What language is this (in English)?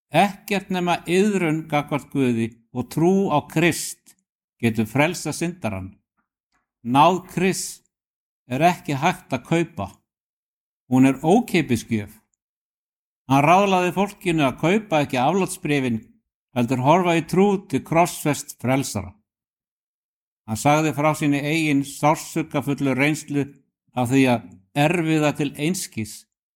Icelandic